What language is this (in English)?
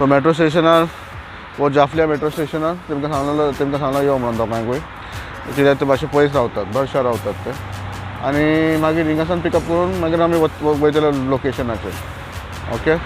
Konkani